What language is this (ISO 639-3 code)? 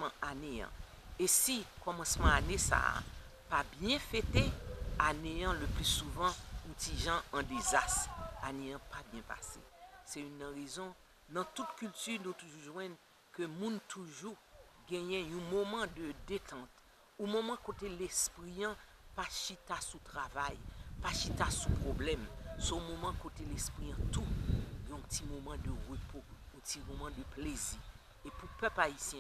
hat